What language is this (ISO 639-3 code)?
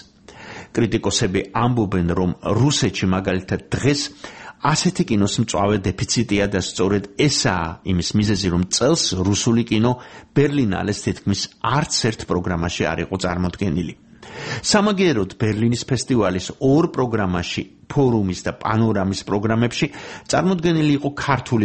kat